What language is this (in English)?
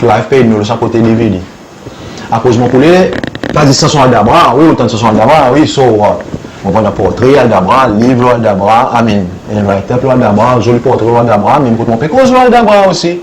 Seselwa Creole French